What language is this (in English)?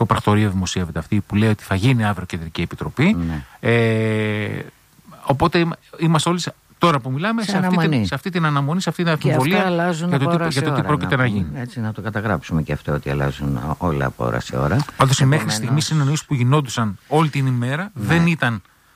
Greek